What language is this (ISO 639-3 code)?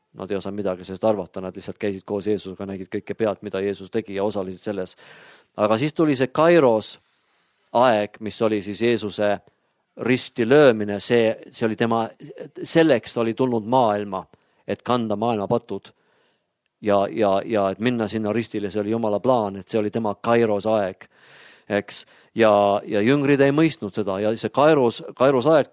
est